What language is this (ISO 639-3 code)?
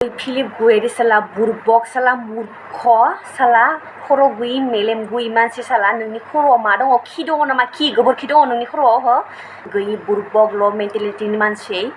brx